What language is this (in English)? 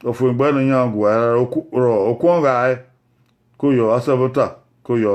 Bini